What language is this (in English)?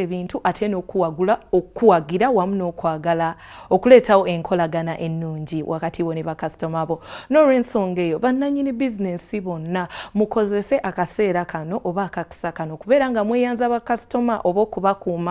Ganda